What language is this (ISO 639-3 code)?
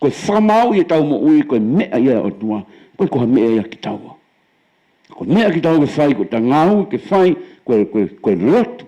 ton